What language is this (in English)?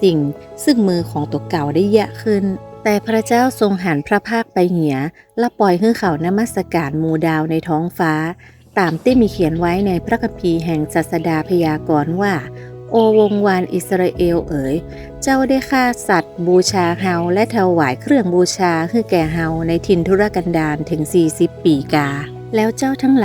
Northern Thai